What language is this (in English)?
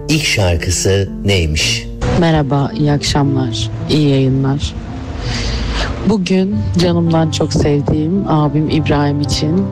Turkish